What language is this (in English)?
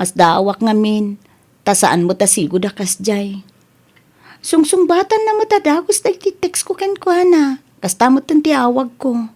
Iloko